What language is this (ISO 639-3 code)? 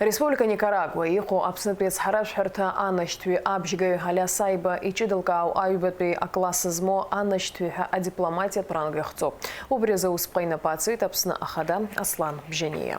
abk